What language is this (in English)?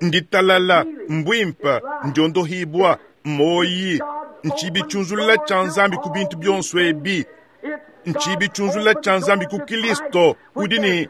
Luba-Lulua